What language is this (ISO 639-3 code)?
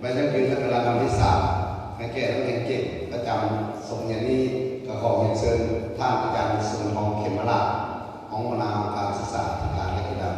lao